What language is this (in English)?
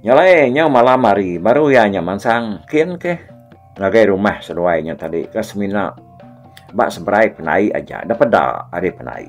Iban